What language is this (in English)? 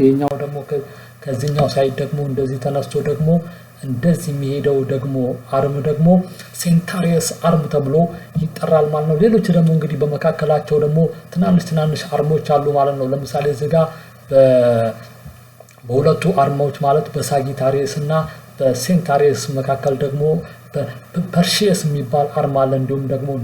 Amharic